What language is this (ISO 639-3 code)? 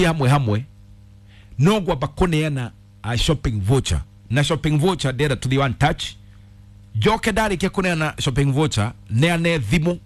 kik